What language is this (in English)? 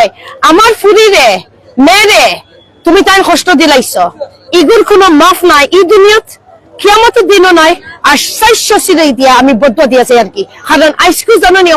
Sylheti